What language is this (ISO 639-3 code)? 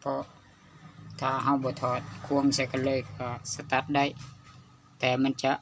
lao